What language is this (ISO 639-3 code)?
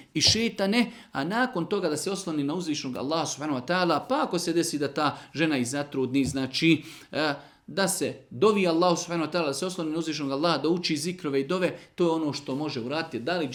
srp